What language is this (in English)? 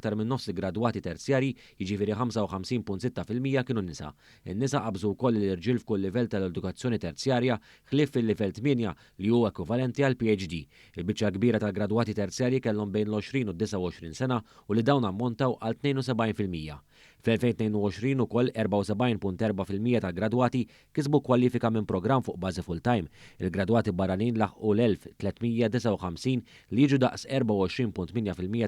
Maltese